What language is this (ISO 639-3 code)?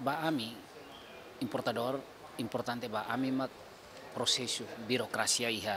tet